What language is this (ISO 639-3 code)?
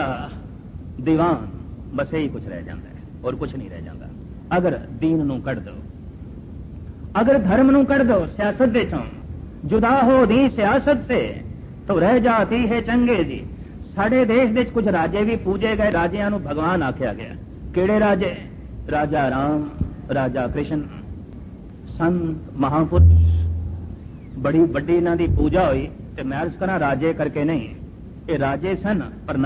pan